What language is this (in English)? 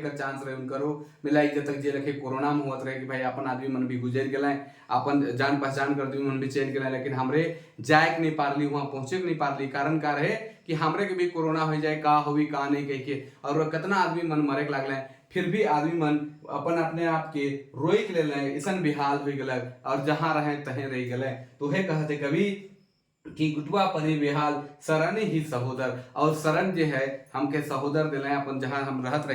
Sadri